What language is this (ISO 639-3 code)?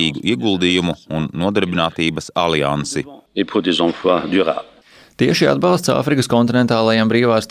lav